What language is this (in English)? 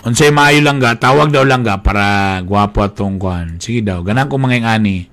Cebuano